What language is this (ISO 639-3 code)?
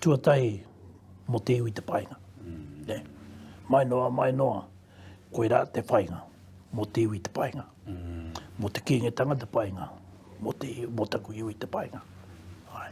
mri